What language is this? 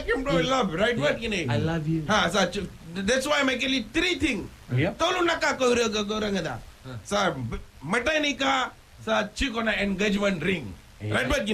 Fijian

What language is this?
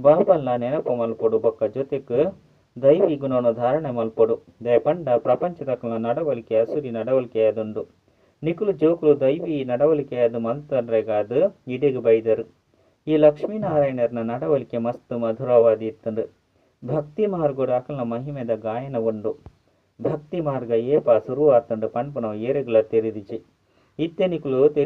Tulu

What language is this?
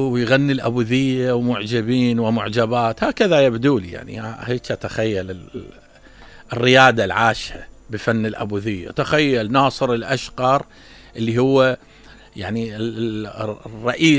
Mesopotamian Arabic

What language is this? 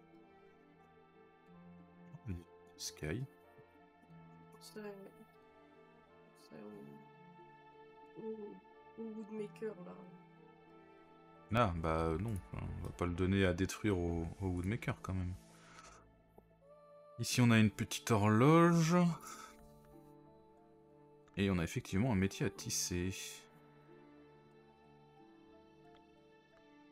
French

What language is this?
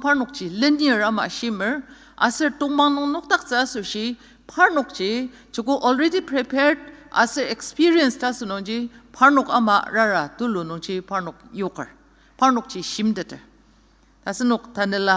Ao Naga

